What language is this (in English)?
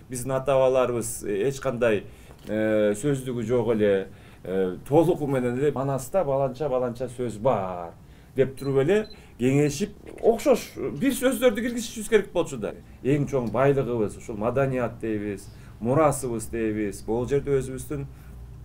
Kyrgyz